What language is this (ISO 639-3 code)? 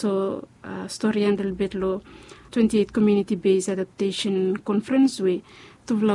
bis